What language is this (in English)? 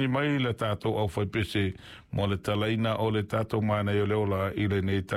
Samoan